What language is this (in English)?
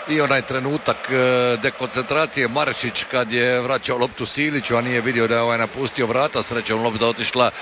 Croatian